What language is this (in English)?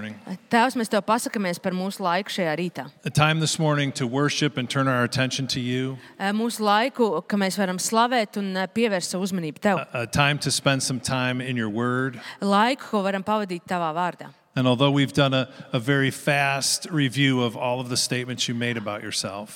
Latvian